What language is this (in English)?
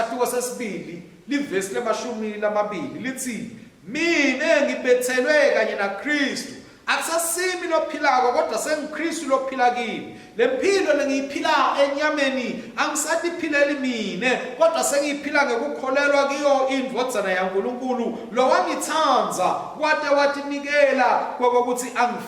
Swati